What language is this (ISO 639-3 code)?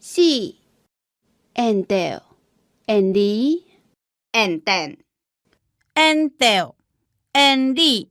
hak